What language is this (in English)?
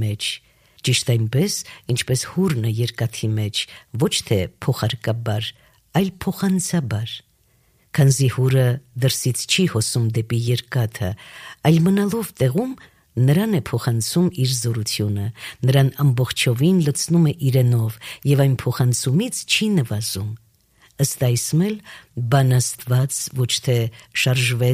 Armenian